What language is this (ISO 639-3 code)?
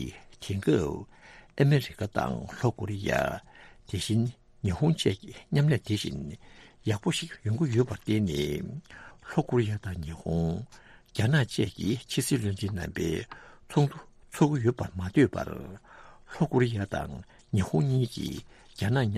bod